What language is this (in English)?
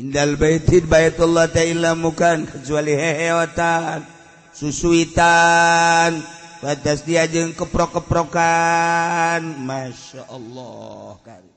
Sundanese